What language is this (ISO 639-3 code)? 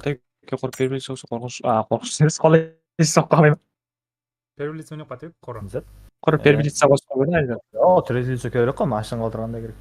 kaa